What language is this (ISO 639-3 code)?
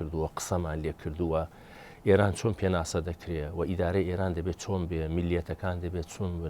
ckb